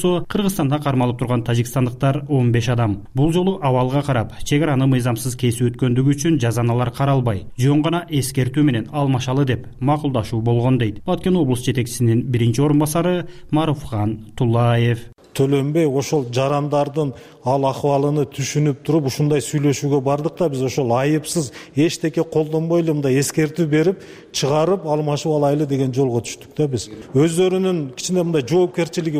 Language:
Kyrgyz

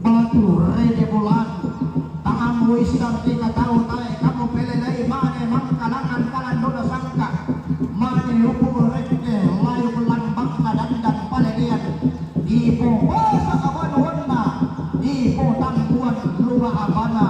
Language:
Toraja-Sa'dan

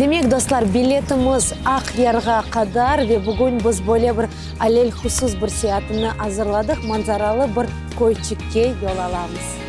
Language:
Crimean Tatar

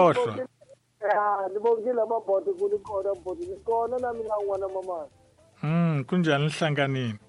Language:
Tsonga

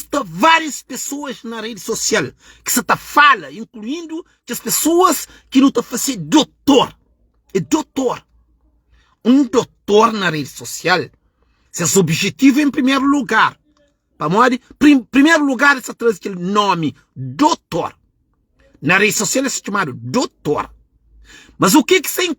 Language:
Kabuverdianu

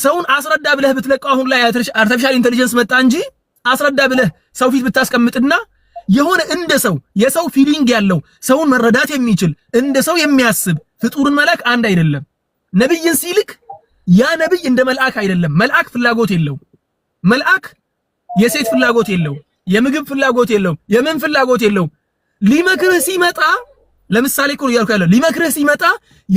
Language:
Amharic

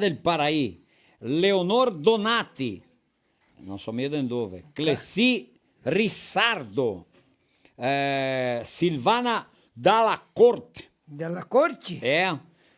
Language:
Venetian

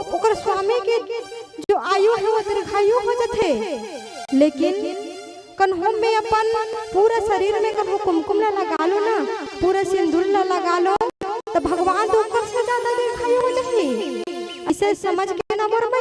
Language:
Chhattisgarhi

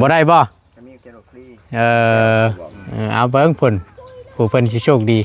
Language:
Northeastern Thai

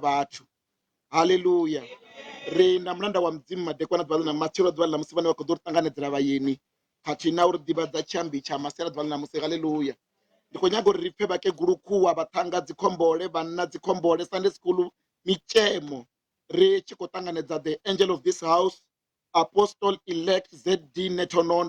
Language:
Venda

